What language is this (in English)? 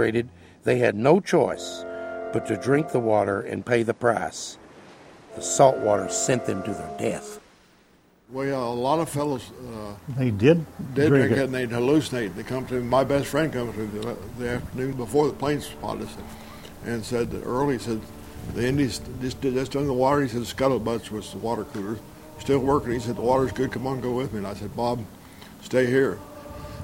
English